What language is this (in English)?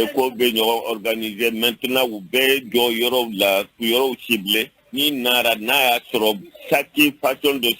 Bambara